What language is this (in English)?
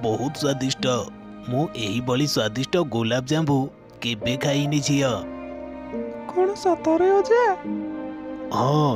Odia